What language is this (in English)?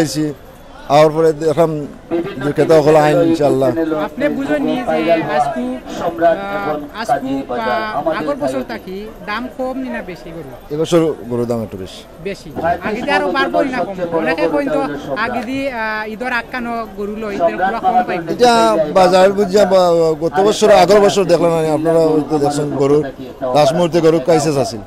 Sylheti